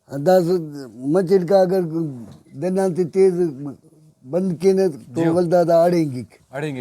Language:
Brahui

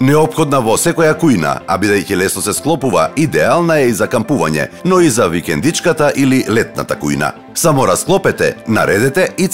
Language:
Macedonian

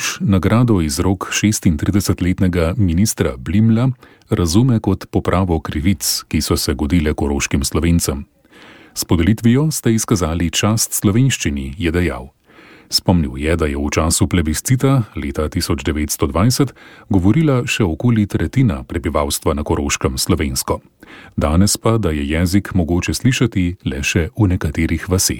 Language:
Slovenian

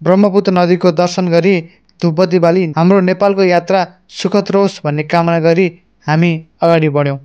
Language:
Nepali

